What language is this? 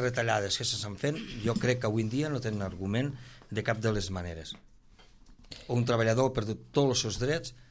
Catalan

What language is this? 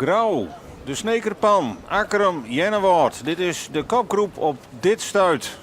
Western Frisian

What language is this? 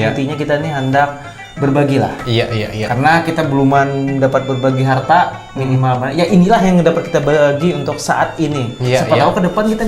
Banjar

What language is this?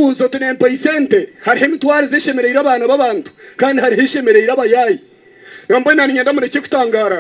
Nyankole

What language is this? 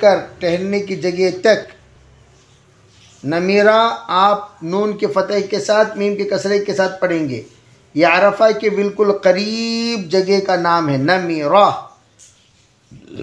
Urdu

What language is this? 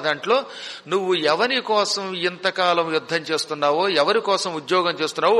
Telugu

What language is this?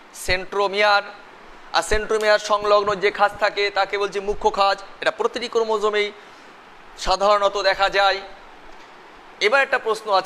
Bangla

